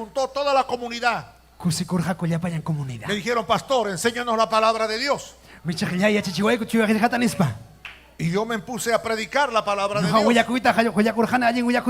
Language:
Ayacucho Quechua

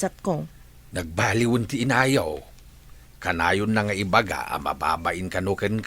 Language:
Iloko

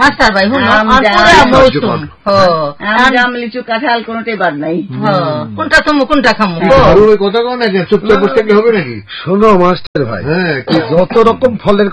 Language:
Bangla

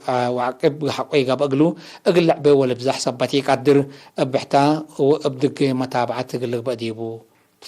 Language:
Tigre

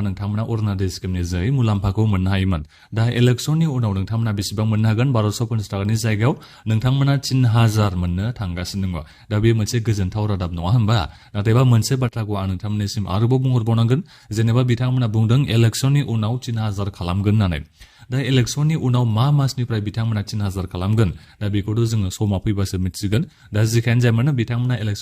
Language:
Bodo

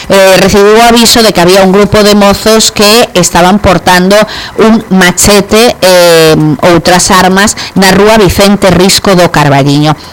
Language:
Galician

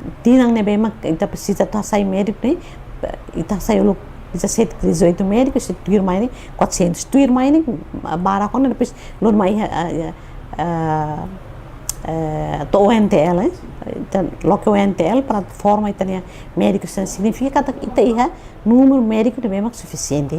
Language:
Tetum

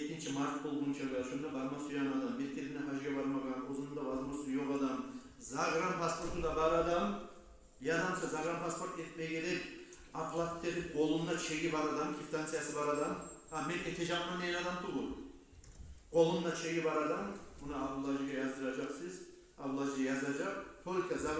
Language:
Kumyk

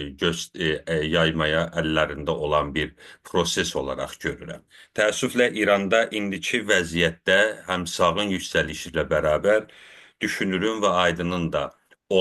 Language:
South Azerbaijani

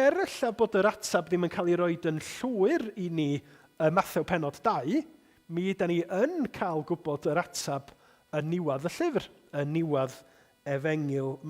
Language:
Welsh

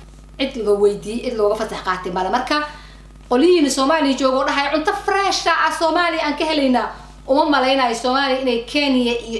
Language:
Somali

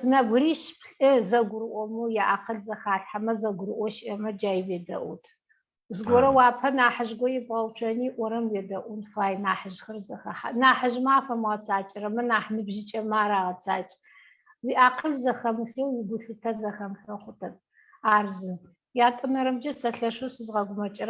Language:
Adyghe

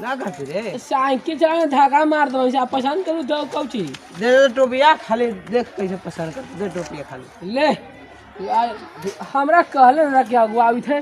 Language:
Magahi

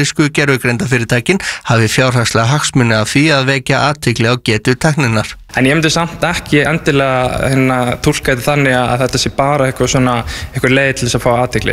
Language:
Icelandic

